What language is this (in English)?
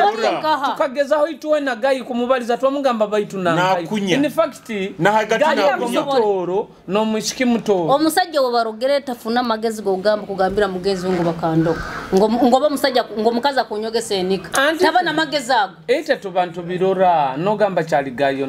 Nyoro